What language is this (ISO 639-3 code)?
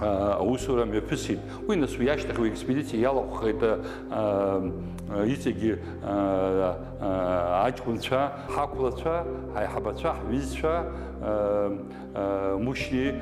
abk